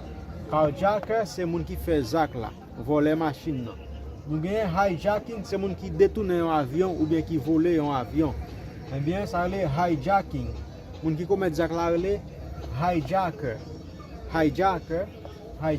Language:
Haitian Creole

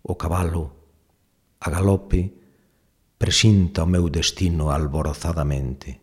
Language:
Galician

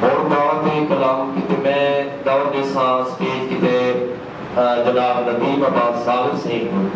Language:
Saraiki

